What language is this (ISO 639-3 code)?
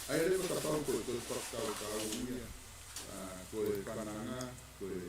ton